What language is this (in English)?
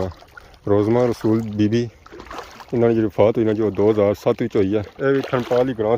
Pahari-Potwari